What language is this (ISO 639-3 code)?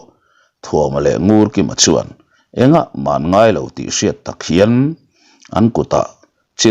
lus